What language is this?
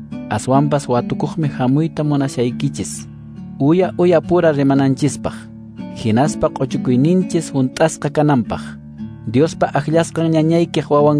Quechua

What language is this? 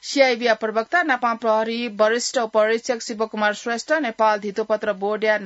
Newari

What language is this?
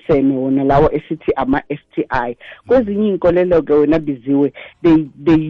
South Ndebele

